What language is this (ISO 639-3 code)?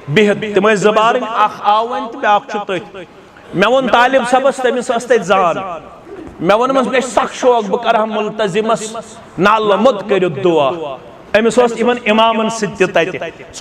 kas